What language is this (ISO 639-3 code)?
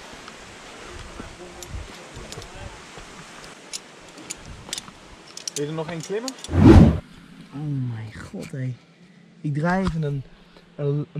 nld